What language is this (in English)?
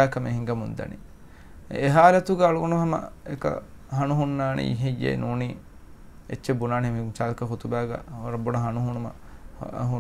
Divehi